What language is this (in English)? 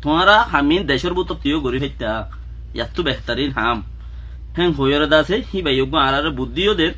Rohingya